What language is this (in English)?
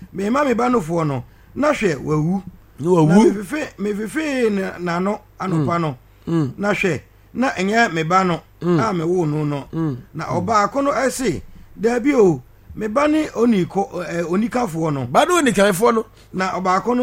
Akan